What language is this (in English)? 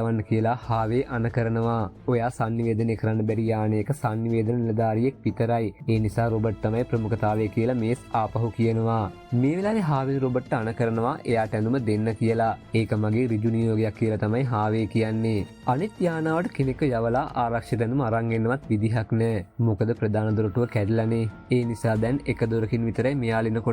Sinhala